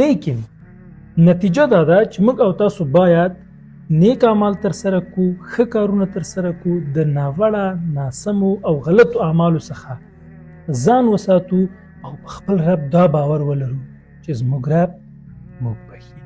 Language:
Pashto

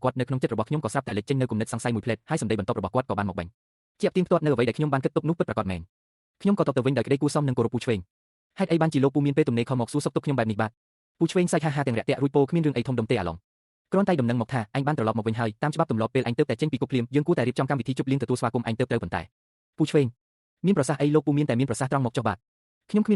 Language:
Khmer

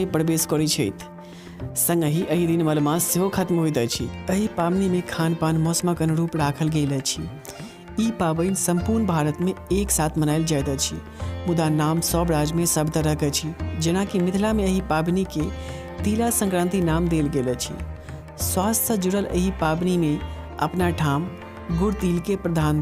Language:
Maithili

